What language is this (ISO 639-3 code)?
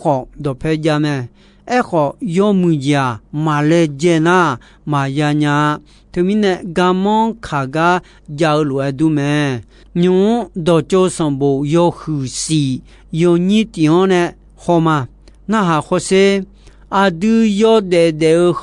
ahk